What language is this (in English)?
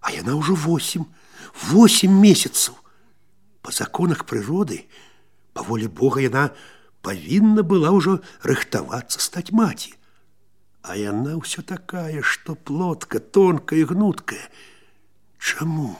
Belarusian